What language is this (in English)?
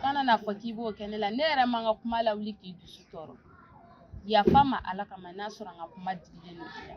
Bambara